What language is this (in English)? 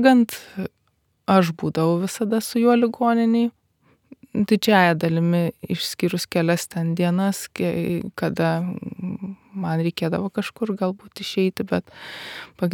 Lithuanian